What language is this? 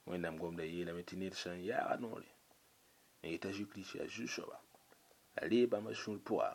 Mossi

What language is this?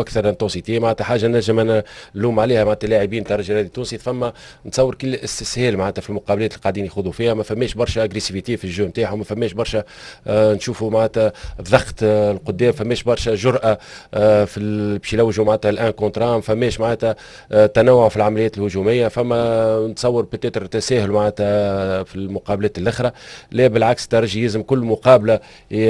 Tunisian Arabic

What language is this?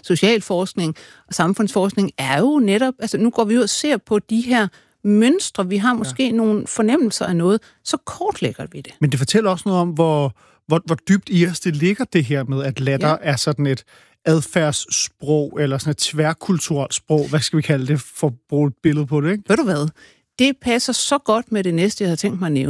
Danish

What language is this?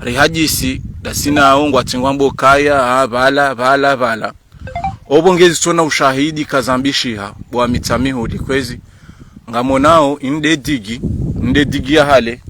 Ngazidja Comorian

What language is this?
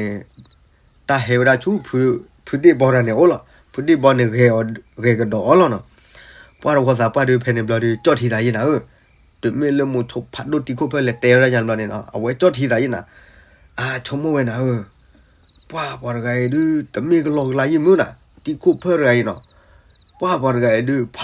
S'gaw Karen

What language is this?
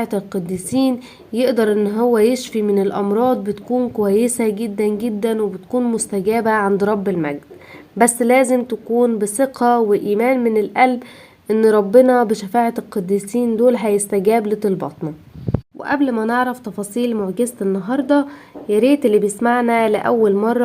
Egyptian Arabic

